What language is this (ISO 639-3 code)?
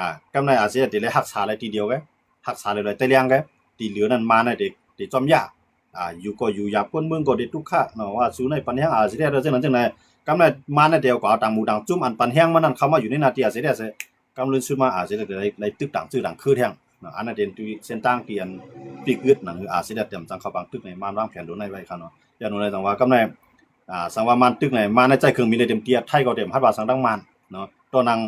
shn